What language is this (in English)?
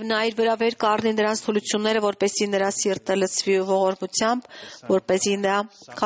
Armenian